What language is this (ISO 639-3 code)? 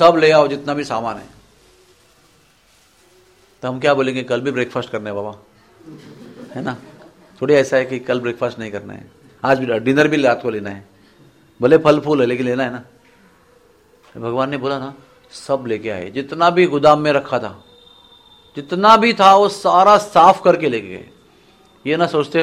hin